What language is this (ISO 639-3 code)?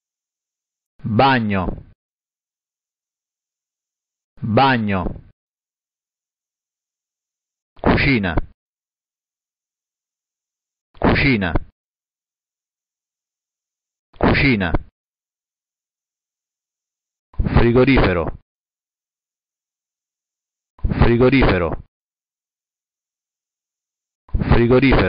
ita